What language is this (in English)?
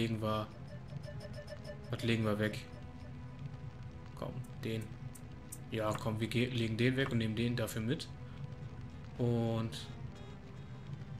German